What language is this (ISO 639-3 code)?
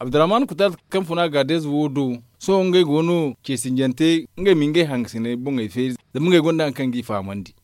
dje